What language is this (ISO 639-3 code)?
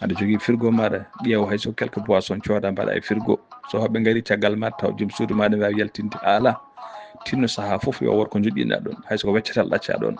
ful